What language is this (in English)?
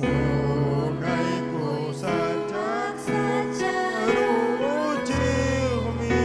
Ayacucho Quechua